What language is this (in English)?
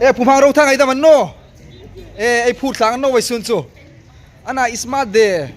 Hmar